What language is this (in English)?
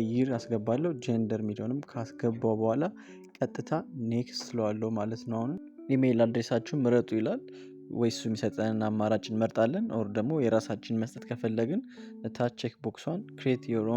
Amharic